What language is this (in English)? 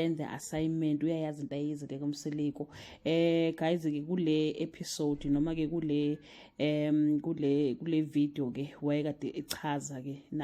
Zulu